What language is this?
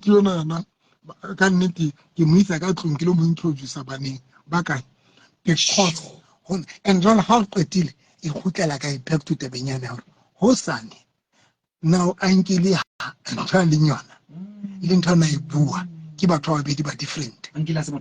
Southern Sotho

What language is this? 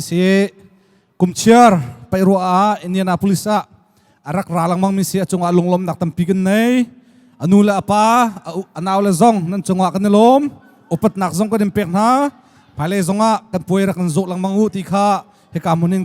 Hakha Chin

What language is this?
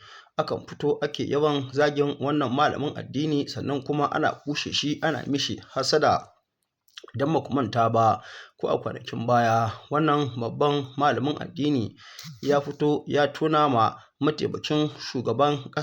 Hausa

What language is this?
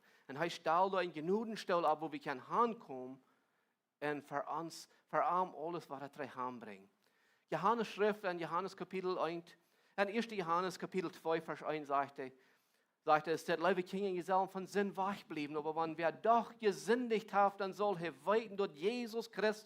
Plautdietsch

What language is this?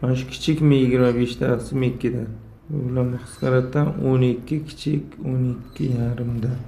Uzbek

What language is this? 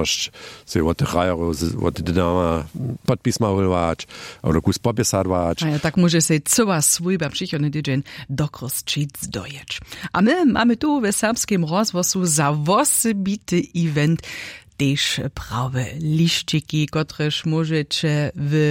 Upper Sorbian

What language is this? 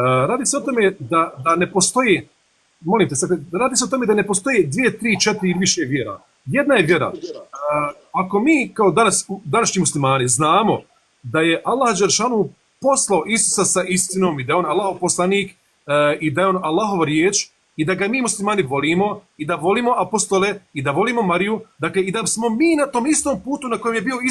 Bosnian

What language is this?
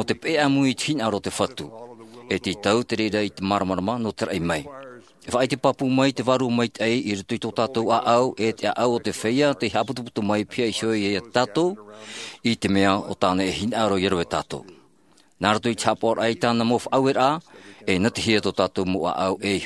Tahitian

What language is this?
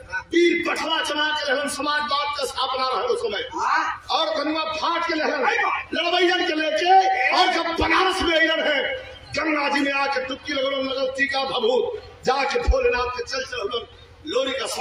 Bhojpuri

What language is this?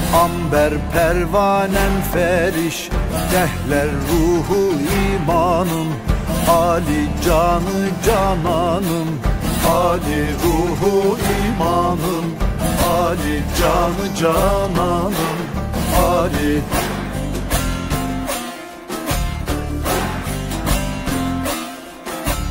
Turkish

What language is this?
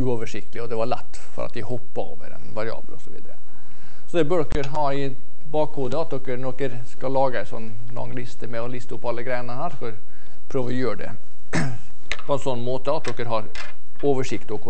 Norwegian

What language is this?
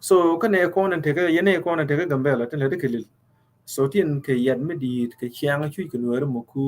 Nuer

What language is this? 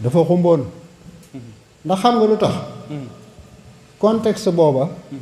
Wolof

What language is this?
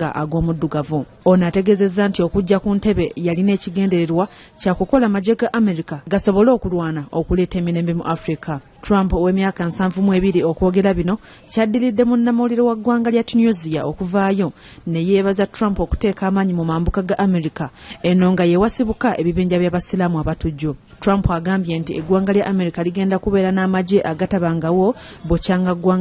Ganda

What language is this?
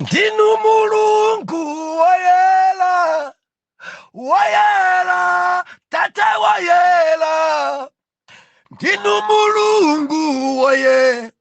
Nyanja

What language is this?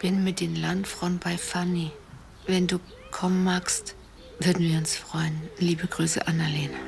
Bavarian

